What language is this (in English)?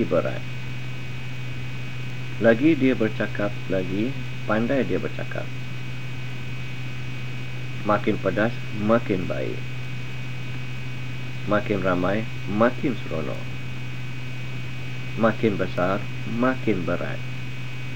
Malay